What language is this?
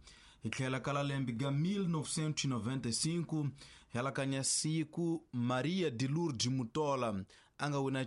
Tsonga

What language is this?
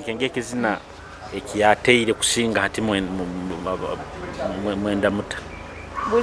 Nyoro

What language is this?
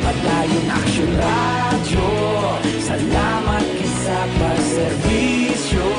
Hiligaynon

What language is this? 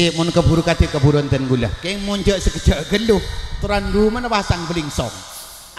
Madurese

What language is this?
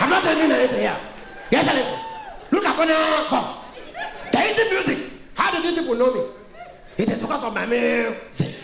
Nigerian Pidgin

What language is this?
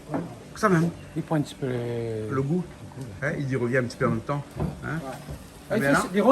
Réunion Creole French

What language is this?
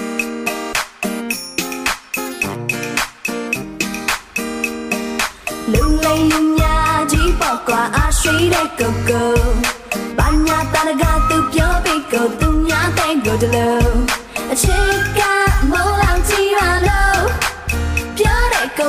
Burmese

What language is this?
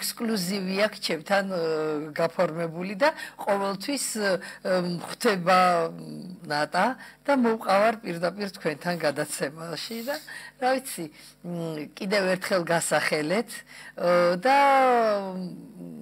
Georgian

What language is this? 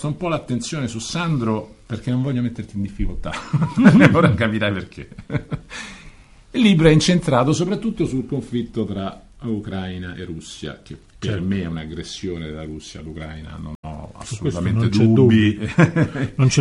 Italian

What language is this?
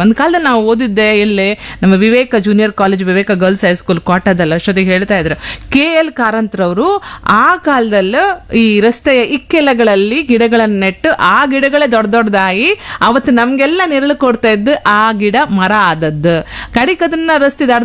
Kannada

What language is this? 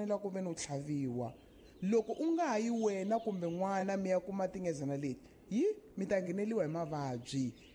Tsonga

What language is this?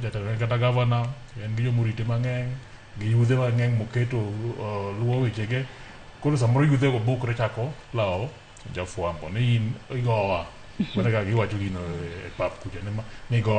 Luo (Kenya and Tanzania)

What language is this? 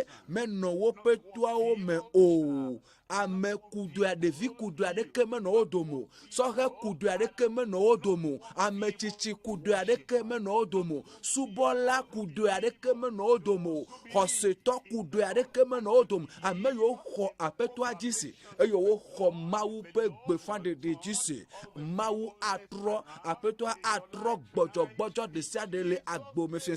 Ewe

